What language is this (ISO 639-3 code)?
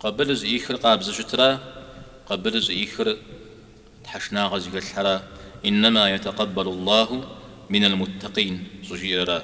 kbd